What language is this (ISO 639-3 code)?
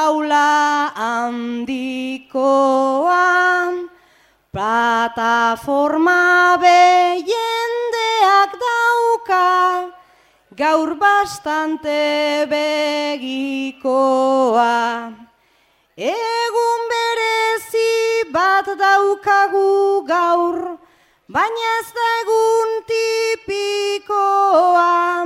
eus